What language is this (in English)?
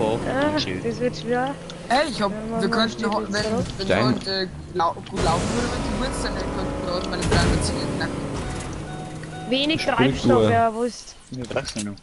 Bavarian